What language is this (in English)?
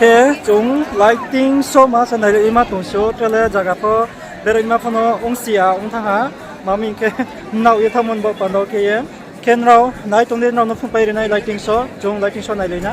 Riang (India)